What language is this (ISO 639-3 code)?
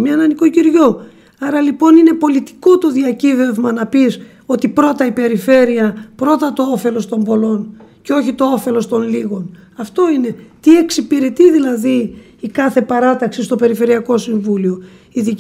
ell